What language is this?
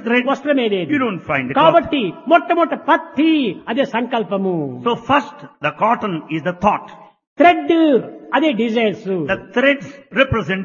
Telugu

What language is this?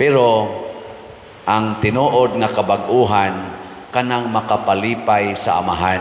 Cebuano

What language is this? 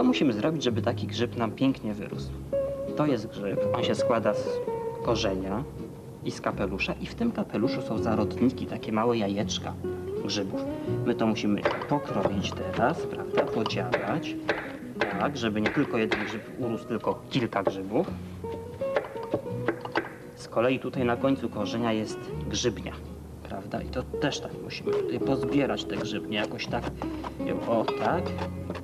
Polish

